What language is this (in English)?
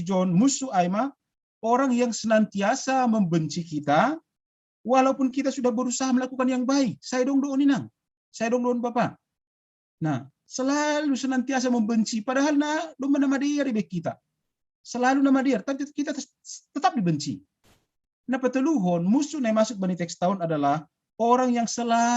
Batak Simalungun